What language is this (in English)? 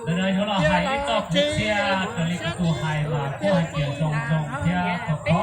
Hmong